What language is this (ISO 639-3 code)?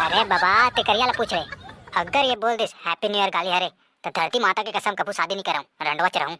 hne